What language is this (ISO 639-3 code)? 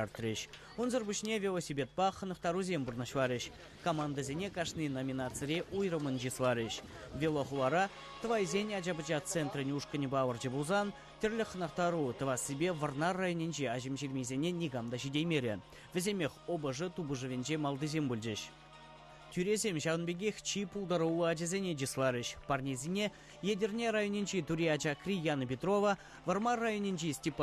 chv